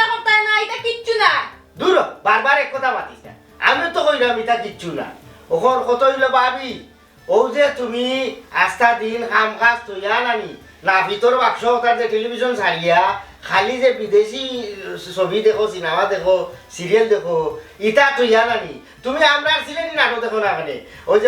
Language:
Sylheti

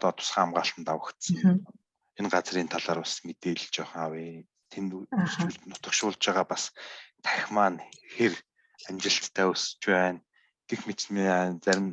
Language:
Mongolian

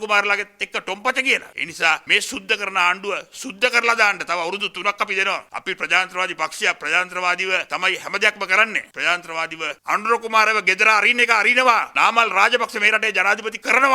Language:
Sinhala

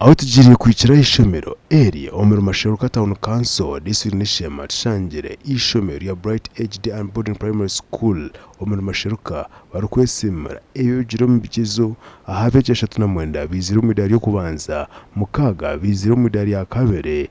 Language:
Nyankole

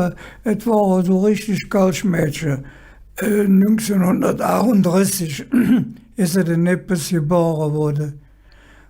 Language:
Colognian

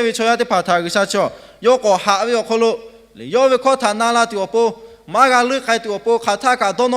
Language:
Lahu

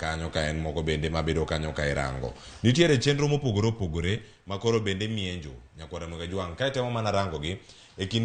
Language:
Luo (Kenya and Tanzania)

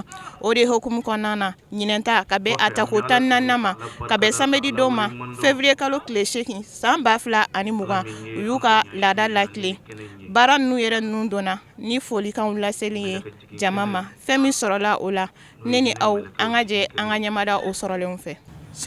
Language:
Bambara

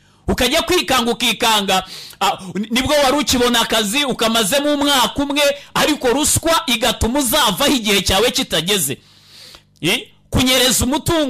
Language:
Kinyarwanda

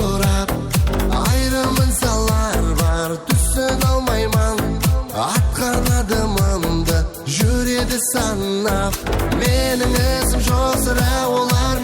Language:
Kara-Kalpak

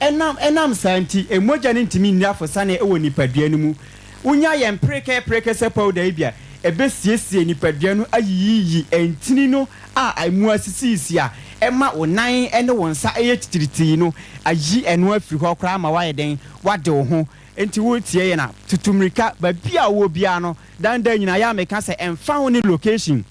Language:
Akan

